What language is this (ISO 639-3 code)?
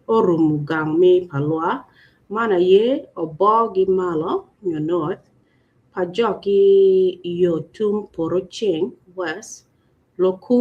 ach